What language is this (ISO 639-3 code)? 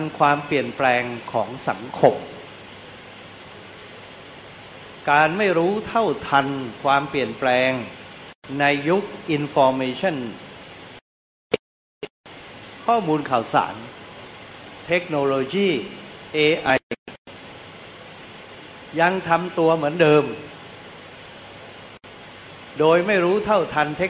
tha